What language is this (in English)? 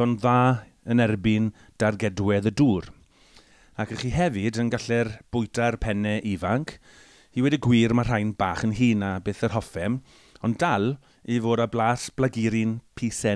Welsh